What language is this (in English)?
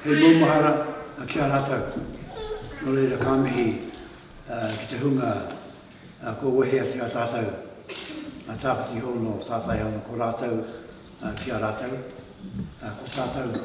Māori